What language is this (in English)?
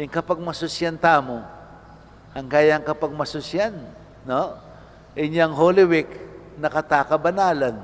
Pampanga